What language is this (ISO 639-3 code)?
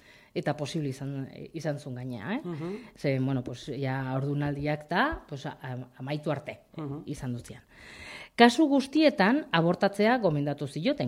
eus